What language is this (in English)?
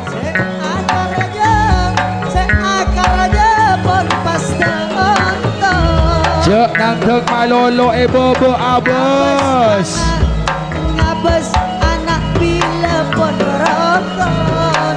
Madurese